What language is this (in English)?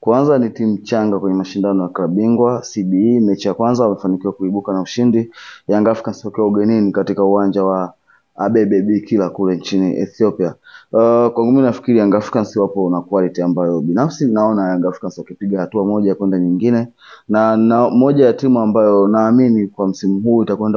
Swahili